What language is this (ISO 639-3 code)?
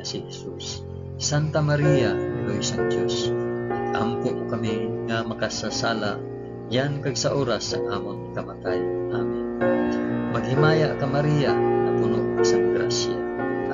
hil